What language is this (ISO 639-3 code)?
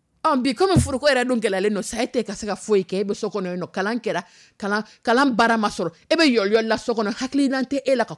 dyu